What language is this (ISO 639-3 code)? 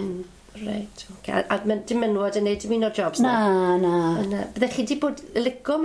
cym